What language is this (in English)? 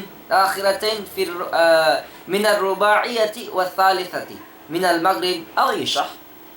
Tausug